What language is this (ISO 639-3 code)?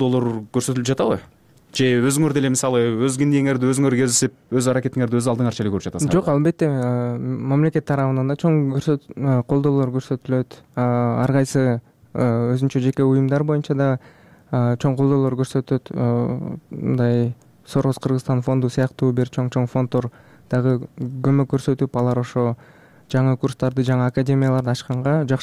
kir